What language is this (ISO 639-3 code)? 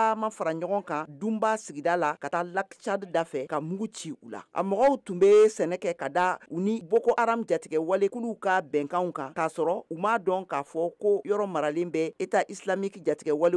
bam